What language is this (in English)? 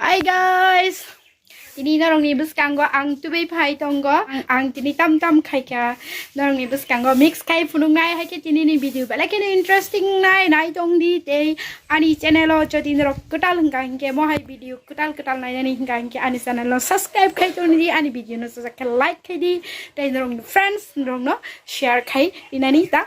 Kok Borok